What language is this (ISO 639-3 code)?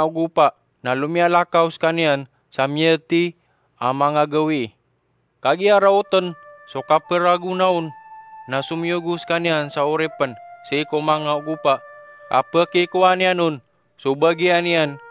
mrw